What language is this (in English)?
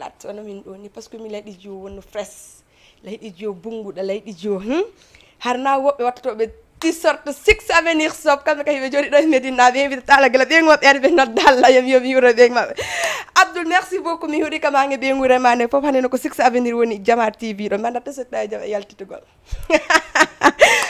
Fula